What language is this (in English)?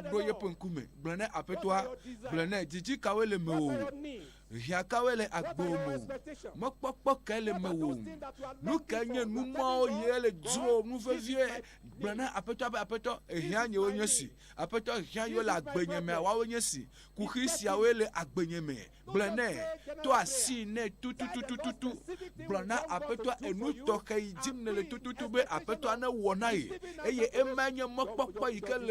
Ewe